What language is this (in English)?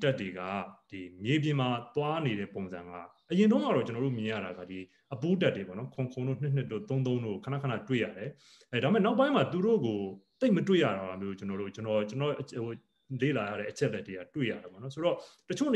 Burmese